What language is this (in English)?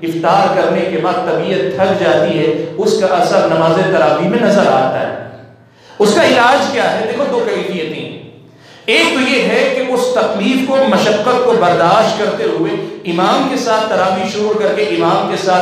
Urdu